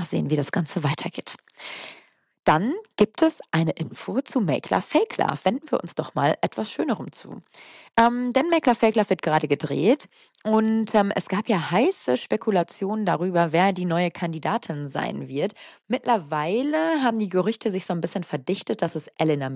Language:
German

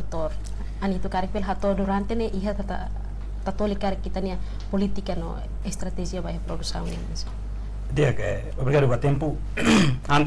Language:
Tetum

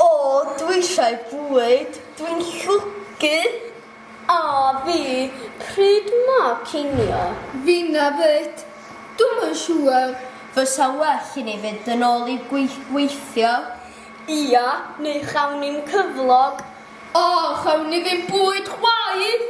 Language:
Welsh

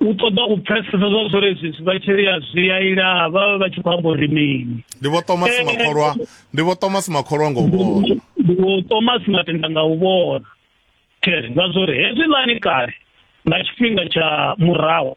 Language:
Venda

